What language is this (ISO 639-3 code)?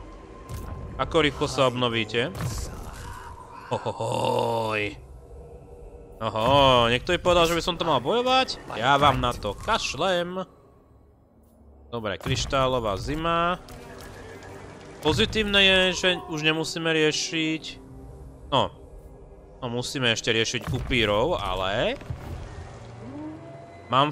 slk